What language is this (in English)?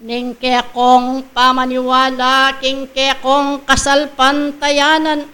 Pampanga